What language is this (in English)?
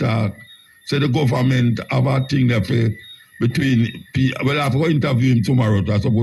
Jamaican Creole English